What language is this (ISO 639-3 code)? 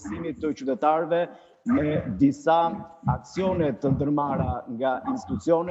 sqi